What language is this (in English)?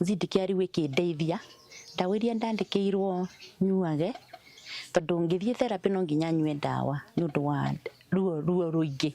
Kikuyu